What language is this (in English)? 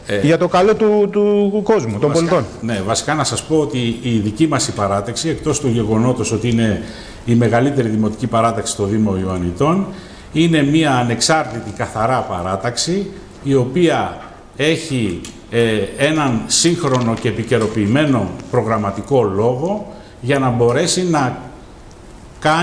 Greek